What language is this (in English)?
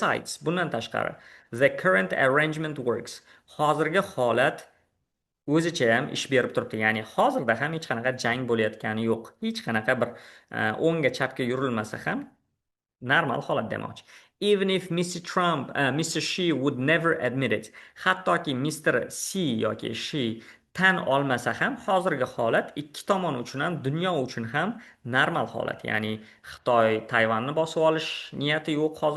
Uzbek